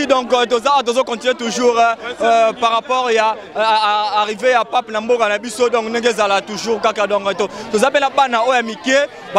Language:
Lingala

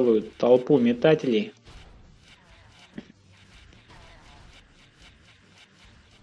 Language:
Russian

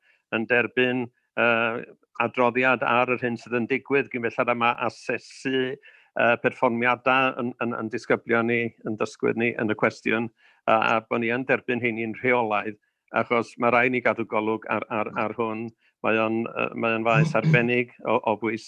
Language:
Welsh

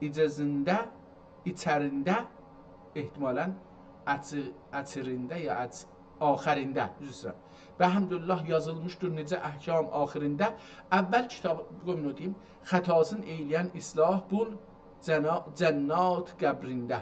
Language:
South Azerbaijani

